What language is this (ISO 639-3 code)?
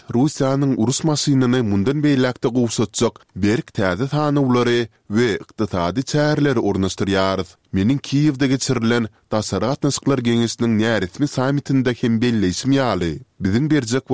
tuk